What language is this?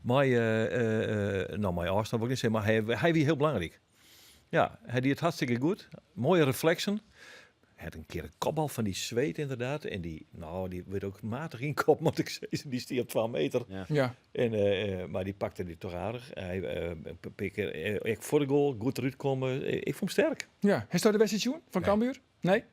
Western Frisian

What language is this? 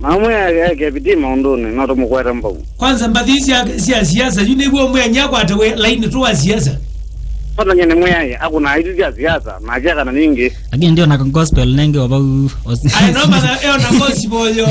Kamba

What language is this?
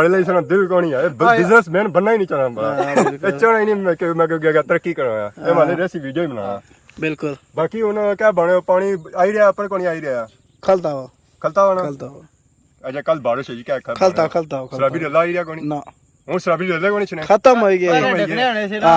Pahari-Potwari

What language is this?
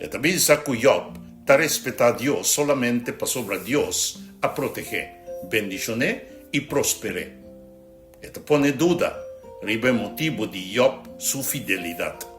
Papiamento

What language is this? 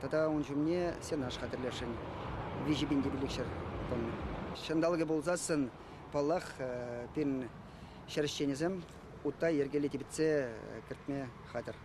Chuvash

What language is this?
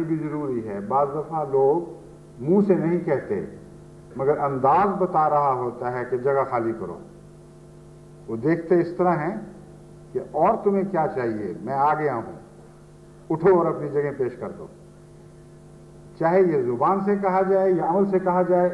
Urdu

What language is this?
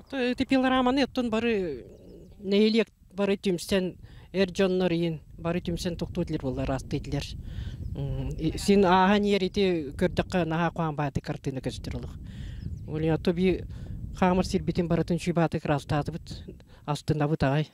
Yakut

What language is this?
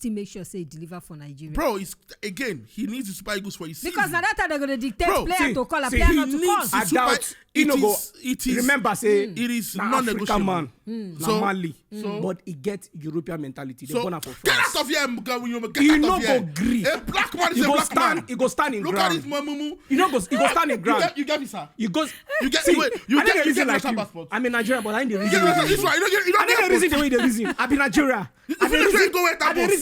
Nigerian Pidgin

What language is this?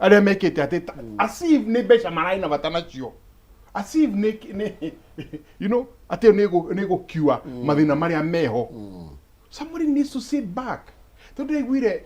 Kikuyu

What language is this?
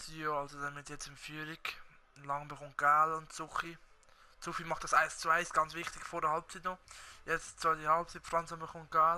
Swiss German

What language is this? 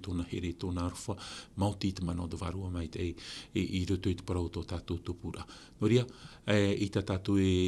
Tahitian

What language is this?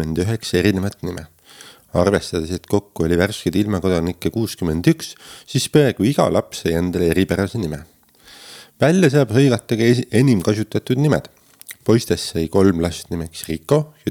Estonian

